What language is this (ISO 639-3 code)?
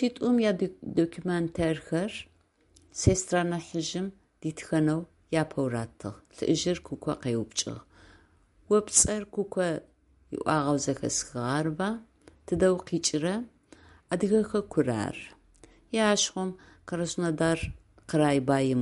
ady